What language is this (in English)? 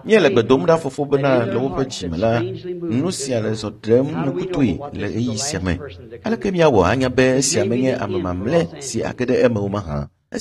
Ewe